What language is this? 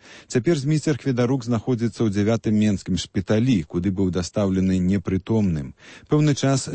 Belarusian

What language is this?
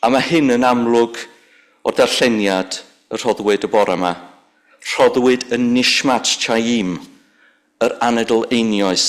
Welsh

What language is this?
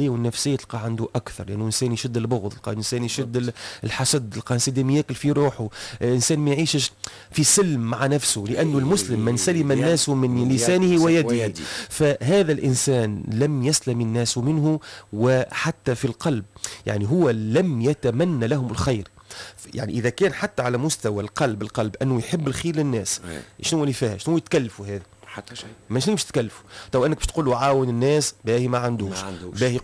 Tunisian Arabic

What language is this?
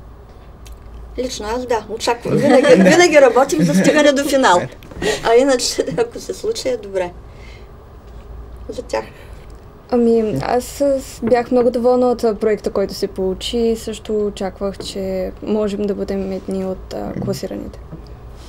Bulgarian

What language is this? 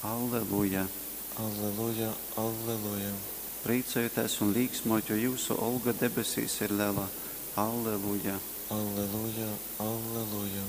Latgalian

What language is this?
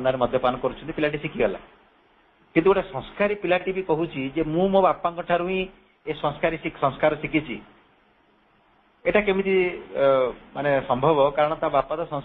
Odia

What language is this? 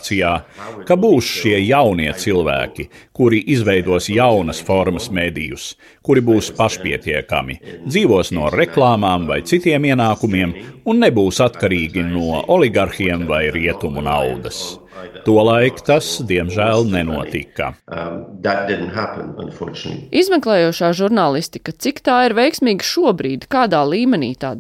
Latvian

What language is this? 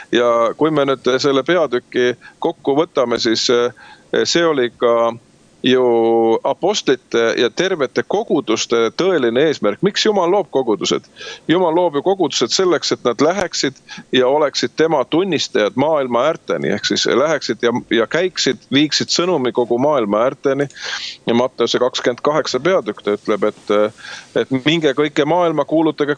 Estonian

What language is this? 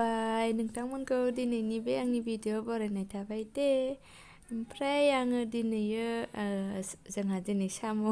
Bodo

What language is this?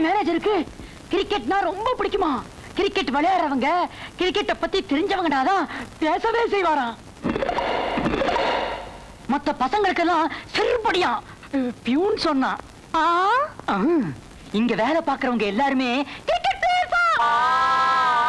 Tamil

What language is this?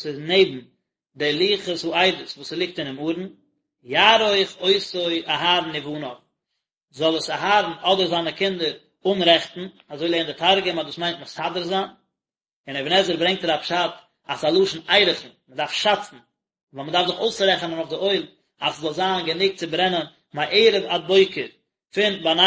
Yiddish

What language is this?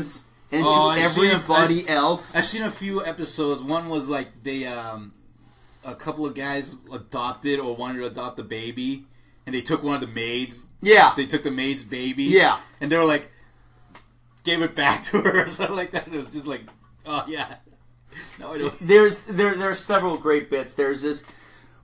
English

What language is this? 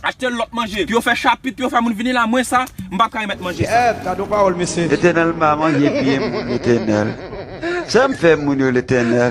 Haitian Creole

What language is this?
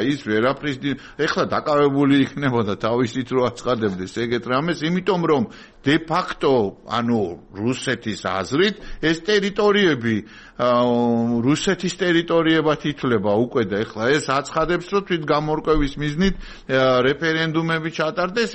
Georgian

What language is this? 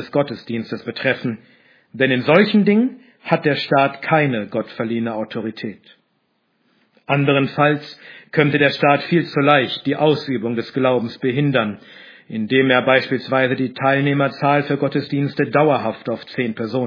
German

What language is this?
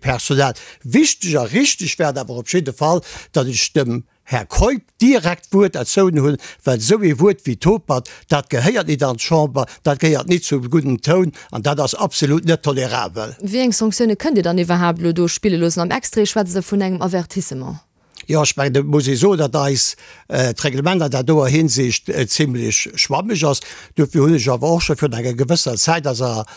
Luxembourgish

